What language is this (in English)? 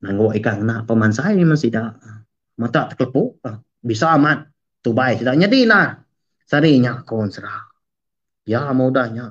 Iban